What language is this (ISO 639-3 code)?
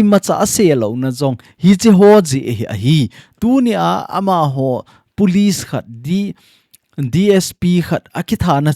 tcz